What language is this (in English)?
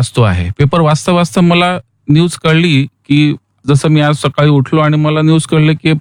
Marathi